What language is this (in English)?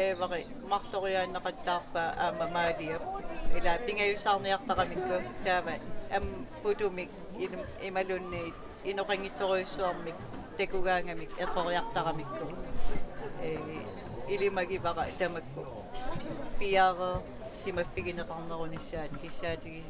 Kalaallisut